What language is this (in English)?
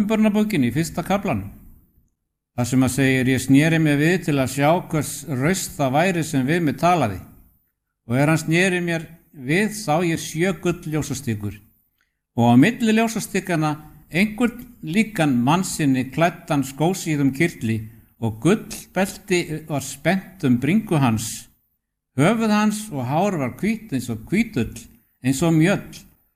Icelandic